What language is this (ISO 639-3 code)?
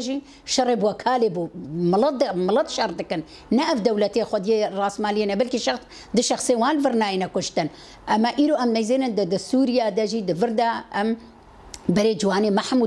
kur